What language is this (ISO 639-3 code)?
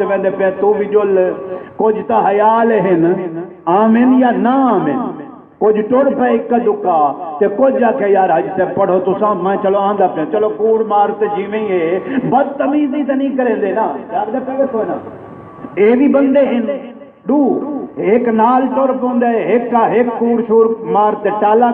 skr